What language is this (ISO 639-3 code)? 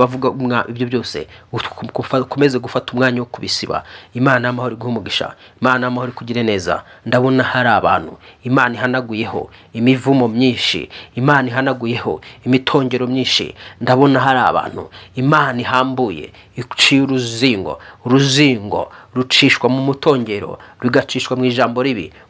kin